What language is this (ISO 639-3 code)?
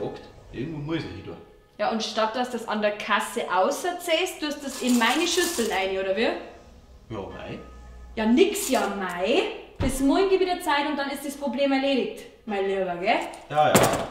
bar